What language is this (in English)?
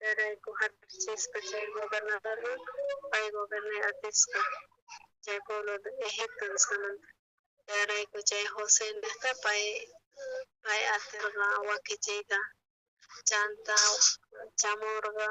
South Bolivian Quechua